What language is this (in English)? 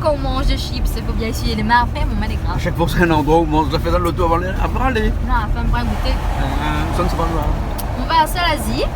Réunion Creole French